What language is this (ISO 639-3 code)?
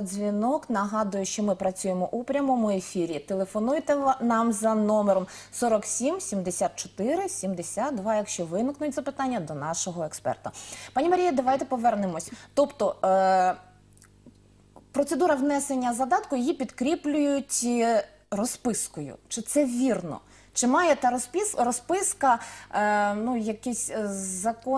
ukr